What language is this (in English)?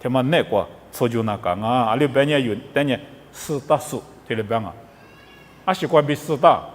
Lisu